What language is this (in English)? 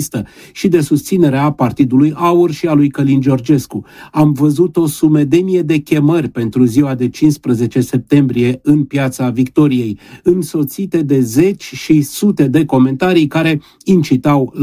Romanian